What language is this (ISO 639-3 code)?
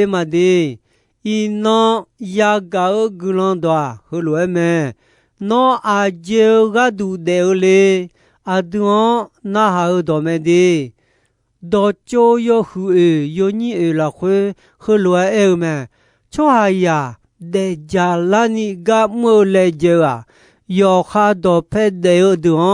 ahk